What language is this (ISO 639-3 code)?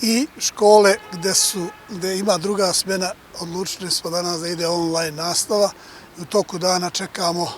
srp